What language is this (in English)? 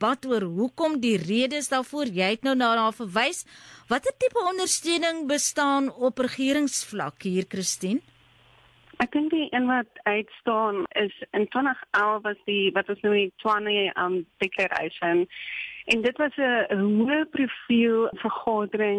Afrikaans